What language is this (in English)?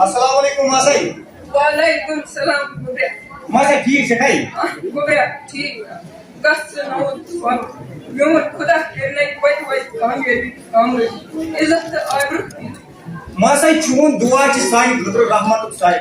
Kashmiri